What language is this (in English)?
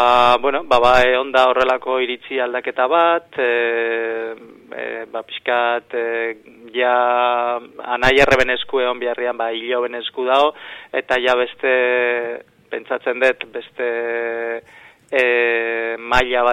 Basque